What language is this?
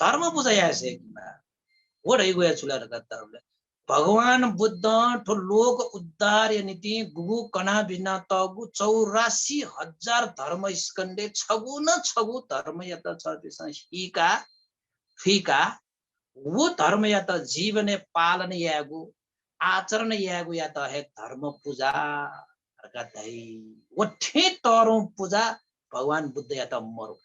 Newari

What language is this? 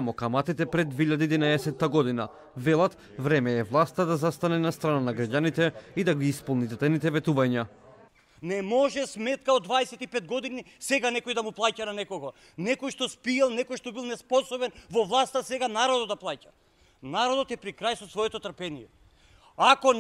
Macedonian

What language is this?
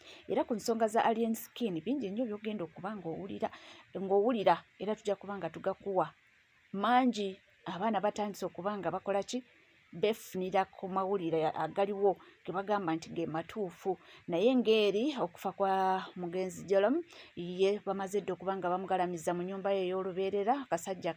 Ganda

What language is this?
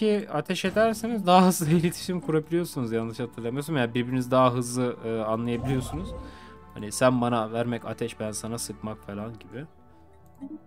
Turkish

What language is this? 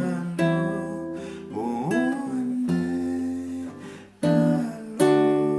Malagasy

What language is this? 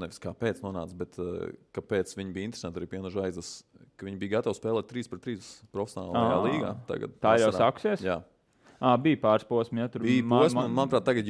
Latvian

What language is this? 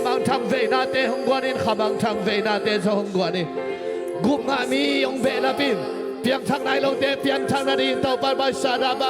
Tedim Chin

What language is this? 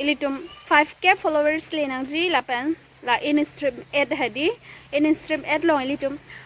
Karbi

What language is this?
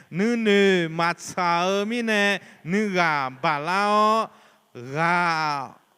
Akha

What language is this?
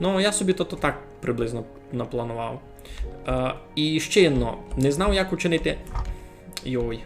Rusyn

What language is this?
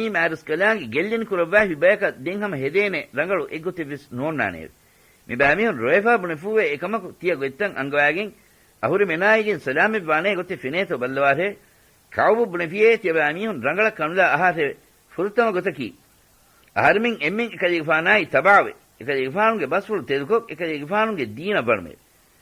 Divehi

